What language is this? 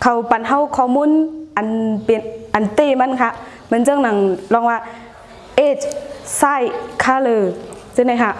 Shan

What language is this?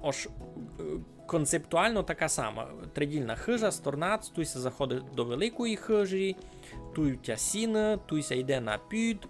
Rusyn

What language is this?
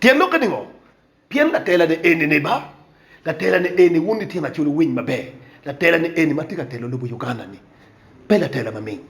Acoli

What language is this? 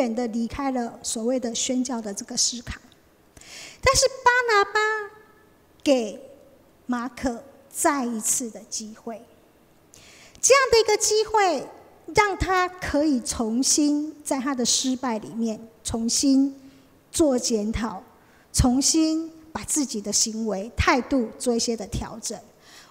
Chinese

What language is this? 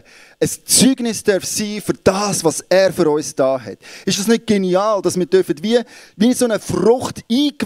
Swiss German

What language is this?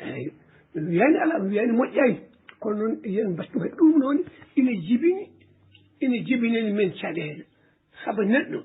Fula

